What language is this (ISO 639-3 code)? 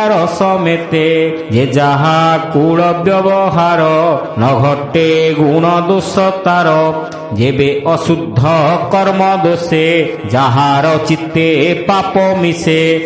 ori